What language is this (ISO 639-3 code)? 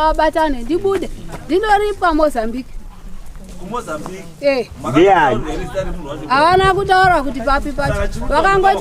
sna